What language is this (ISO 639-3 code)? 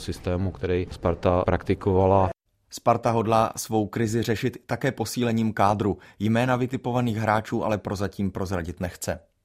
ces